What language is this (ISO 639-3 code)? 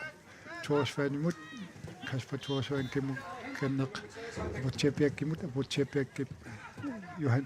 kal